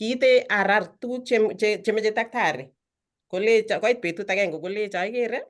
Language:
Kalenjin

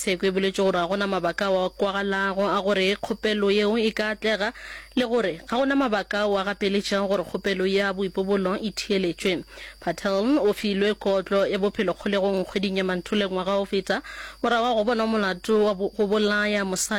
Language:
Northern Sotho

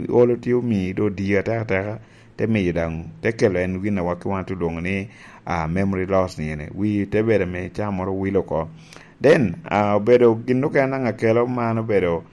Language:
Lango (Uganda)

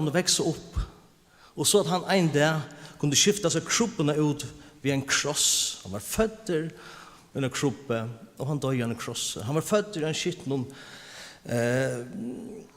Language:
Faroese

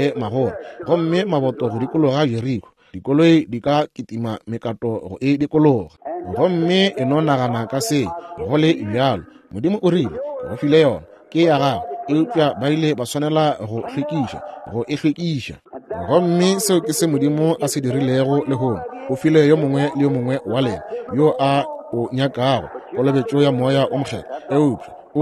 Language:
Northern Sotho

